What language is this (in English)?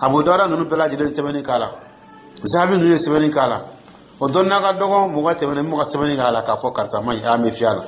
Dyula